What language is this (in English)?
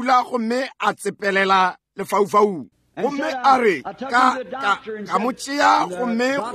Northern Sotho